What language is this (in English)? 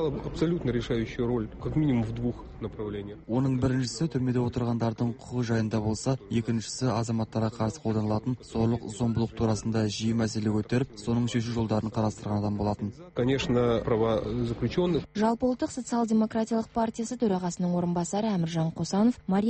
Kazakh